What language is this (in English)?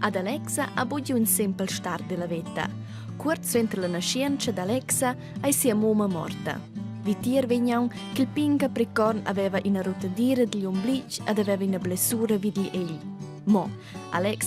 Romansh